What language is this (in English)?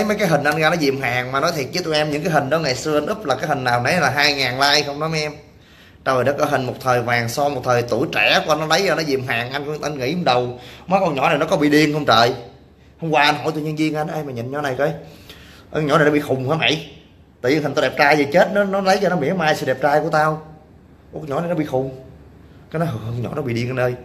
Vietnamese